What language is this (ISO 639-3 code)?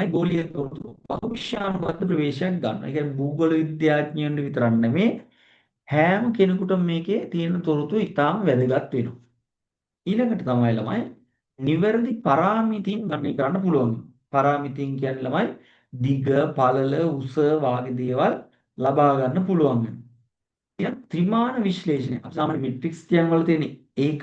sin